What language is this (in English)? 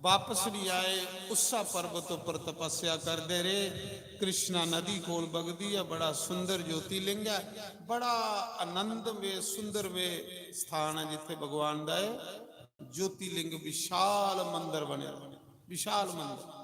Dogri